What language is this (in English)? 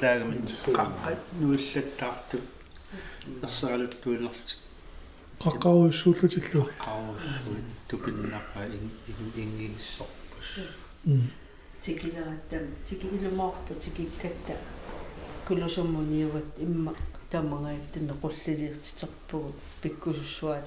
Kalaallisut